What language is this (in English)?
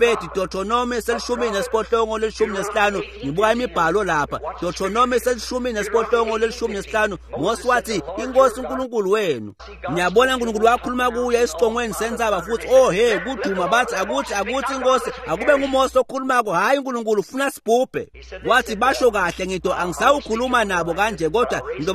Swati